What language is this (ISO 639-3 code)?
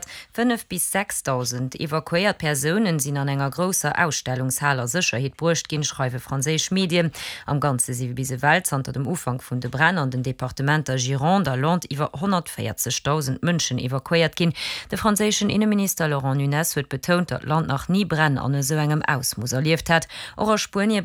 ltz